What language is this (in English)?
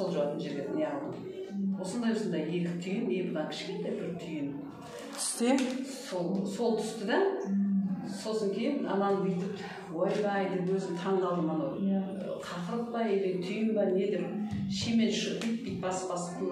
Kazakh